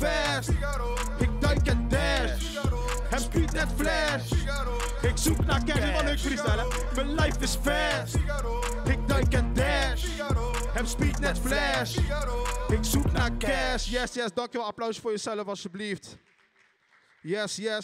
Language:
Dutch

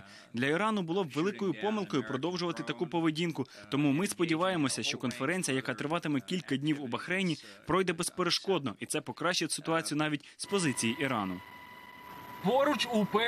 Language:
Ukrainian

